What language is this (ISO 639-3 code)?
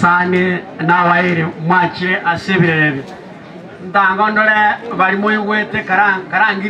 guz